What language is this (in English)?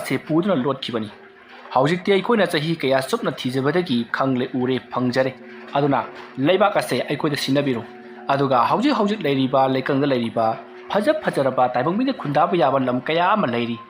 Manipuri